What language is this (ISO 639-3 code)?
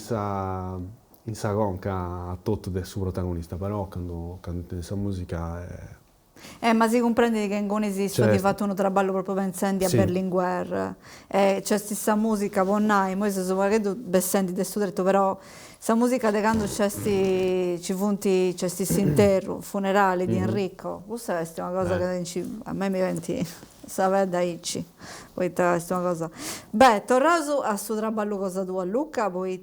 srd